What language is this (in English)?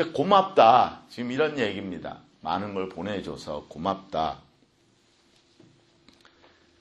Korean